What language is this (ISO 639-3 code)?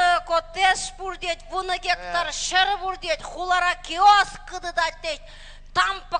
chv